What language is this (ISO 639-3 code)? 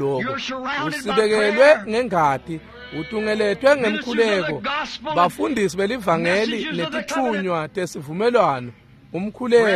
ssw